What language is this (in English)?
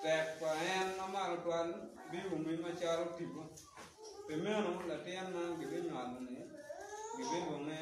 Acoli